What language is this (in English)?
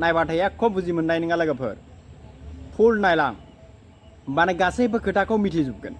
Bodo